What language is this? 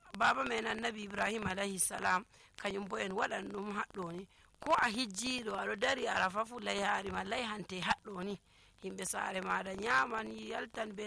Nigerian Fulfulde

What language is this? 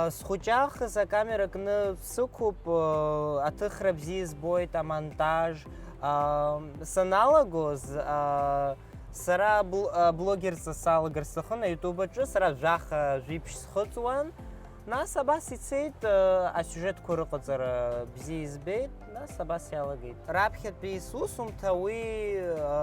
Abkhazian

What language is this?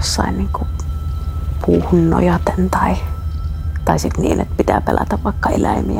Finnish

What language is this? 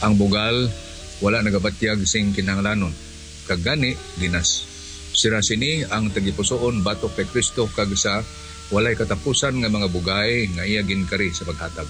Hiligaynon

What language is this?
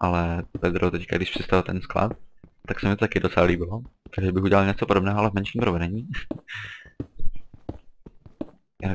Czech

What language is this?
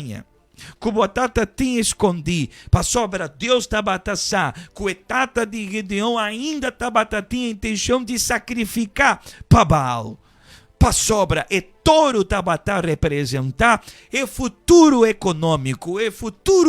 Papiamento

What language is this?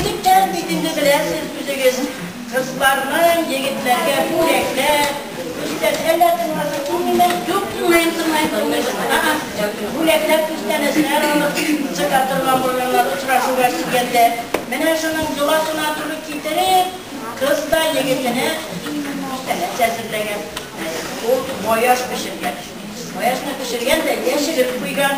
Tatar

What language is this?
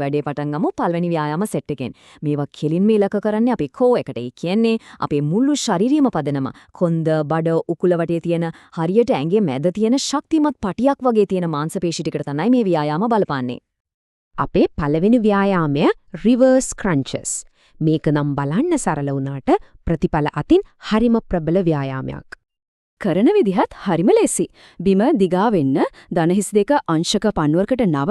Sinhala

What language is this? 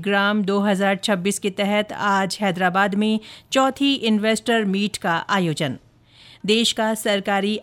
Hindi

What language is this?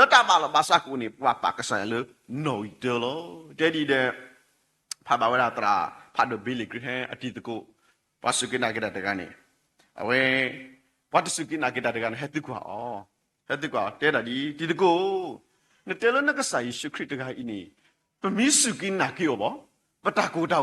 S'gaw Karen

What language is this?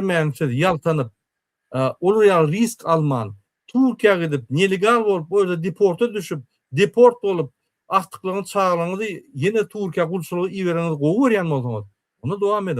Turkmen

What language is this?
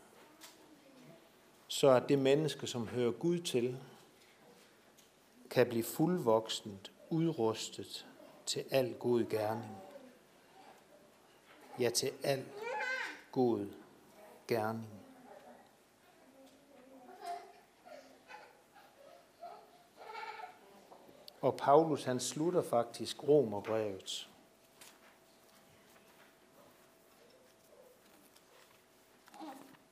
Danish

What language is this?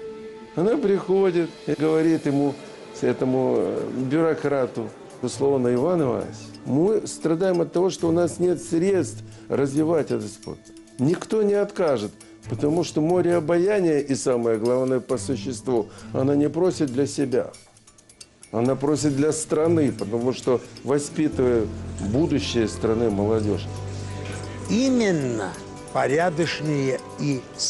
Russian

